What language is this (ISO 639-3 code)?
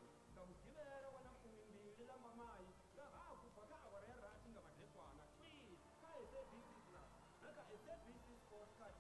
ven